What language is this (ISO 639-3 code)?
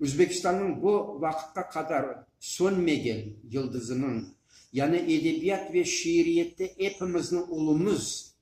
crh